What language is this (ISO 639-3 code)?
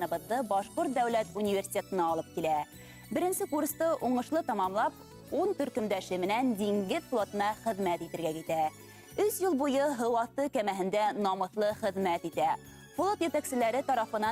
bak